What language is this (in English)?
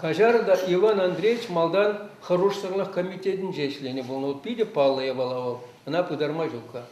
Chuvash